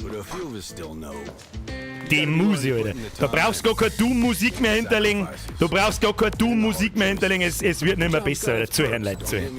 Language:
Bavarian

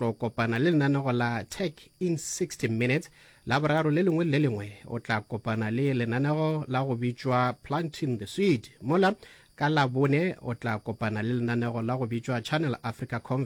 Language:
Northern Sotho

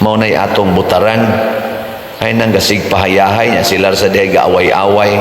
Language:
Cebuano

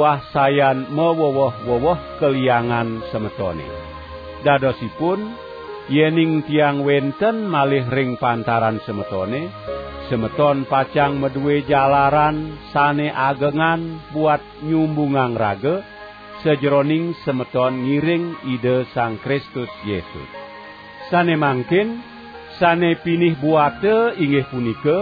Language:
Balinese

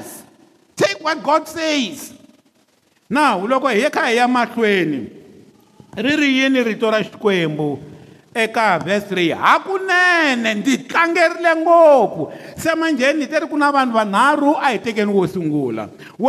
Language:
Tsonga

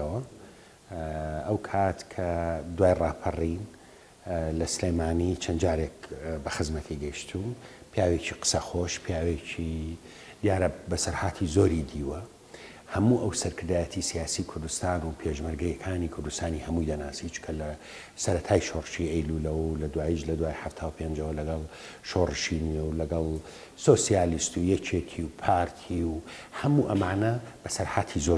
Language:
Central Kurdish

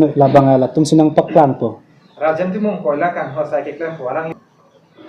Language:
Karbi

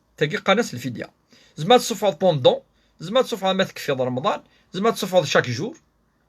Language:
Kabyle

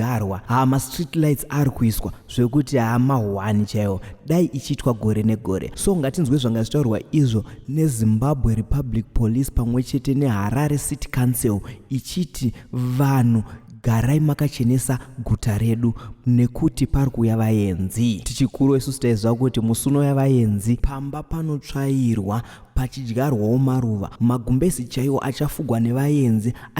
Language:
Shona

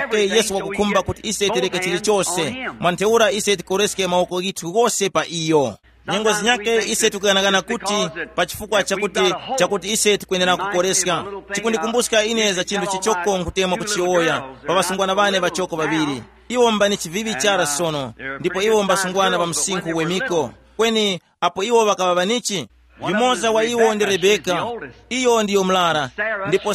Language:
Tumbuka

